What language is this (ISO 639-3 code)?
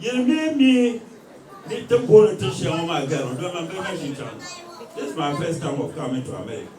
dag